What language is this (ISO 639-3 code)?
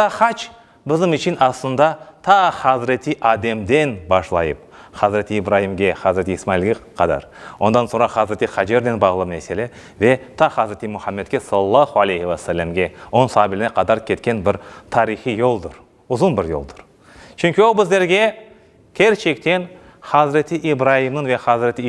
crh